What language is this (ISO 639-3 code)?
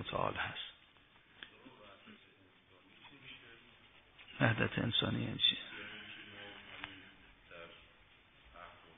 fas